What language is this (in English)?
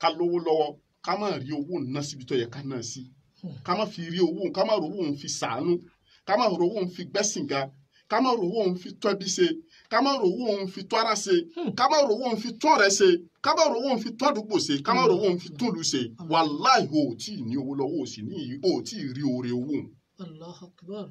Yoruba